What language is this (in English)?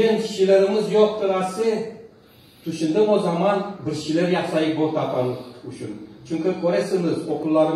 Crimean Tatar